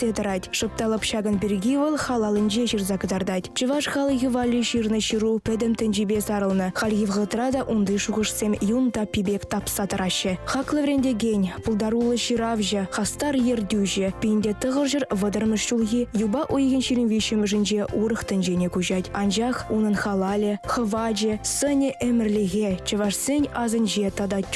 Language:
Chuvash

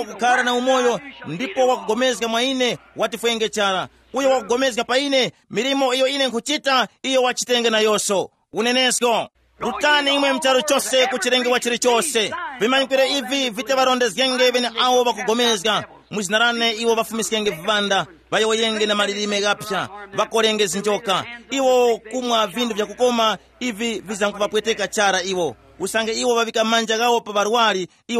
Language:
Tumbuka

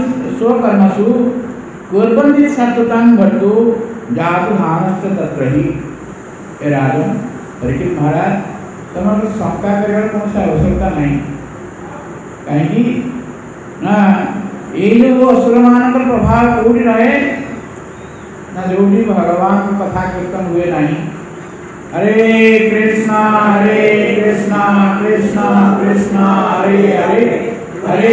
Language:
Odia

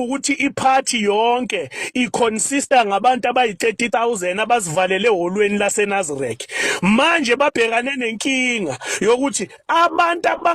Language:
Zulu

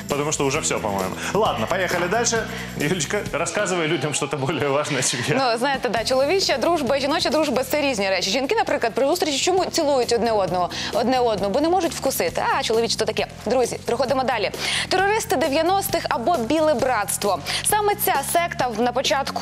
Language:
Ukrainian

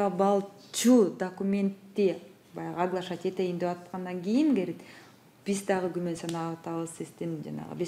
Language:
Kyrgyz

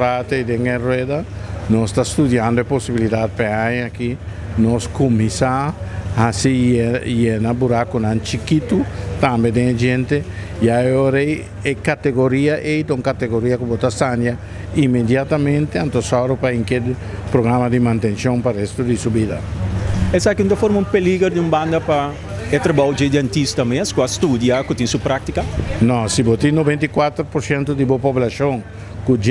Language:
Papiamento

